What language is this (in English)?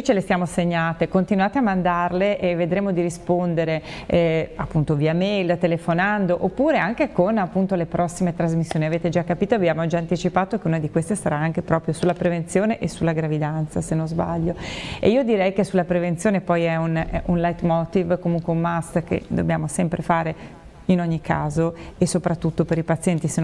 Italian